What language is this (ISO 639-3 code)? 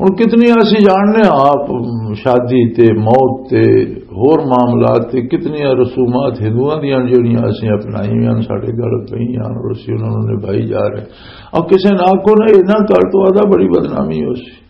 lah